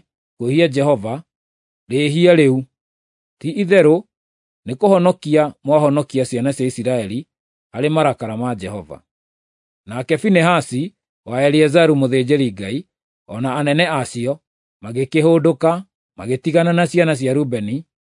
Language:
Kikuyu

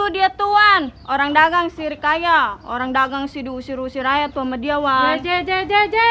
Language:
Betawi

